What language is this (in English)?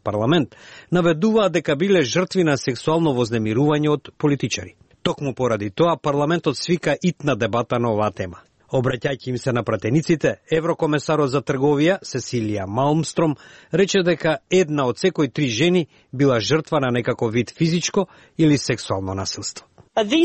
Macedonian